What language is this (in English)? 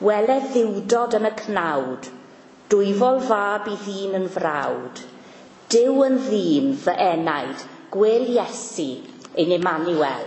Welsh